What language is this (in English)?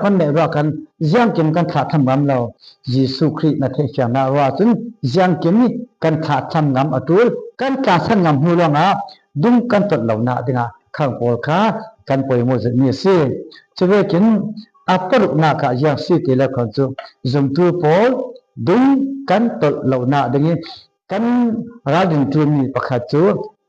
Falam Chin